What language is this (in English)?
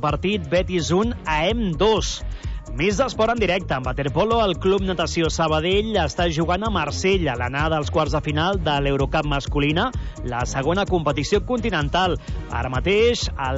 Catalan